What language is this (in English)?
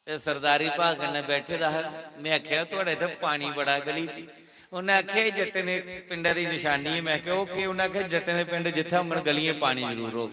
Dogri